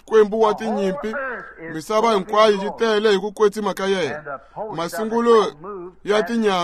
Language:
Tsonga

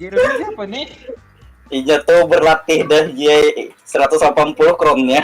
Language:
Banjar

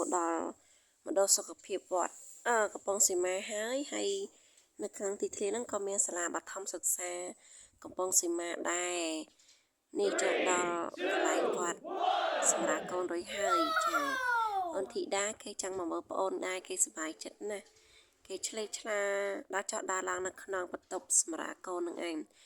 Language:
Khmer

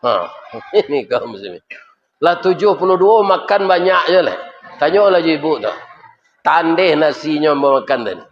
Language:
Minangkabau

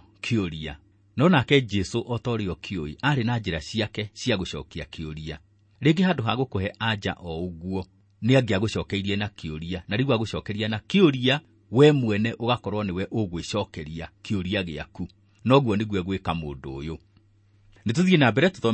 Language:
Kikuyu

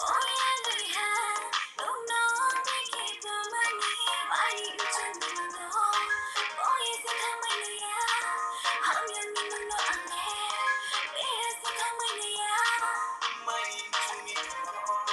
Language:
Kok Borok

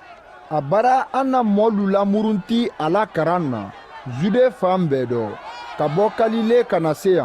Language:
Mandingo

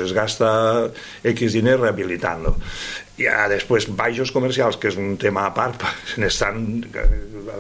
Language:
Catalan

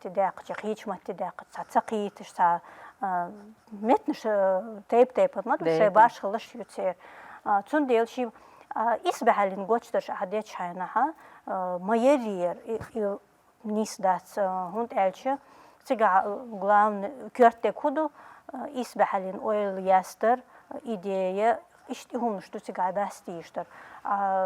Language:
Chechen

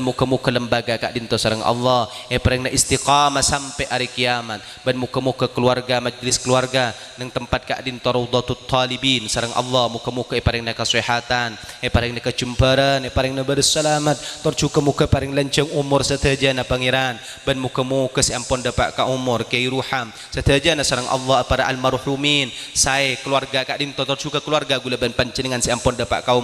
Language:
Madurese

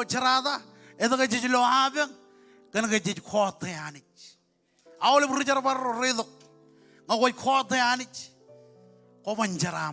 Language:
Marshallese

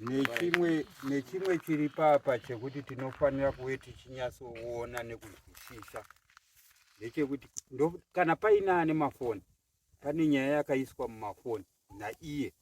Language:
Shona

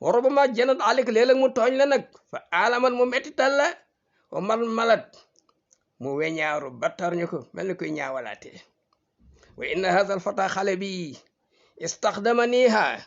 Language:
Wolof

